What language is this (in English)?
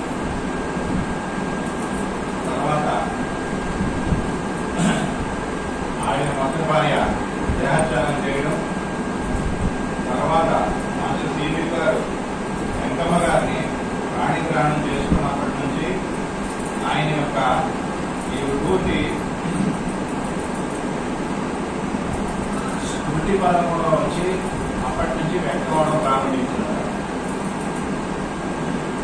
Telugu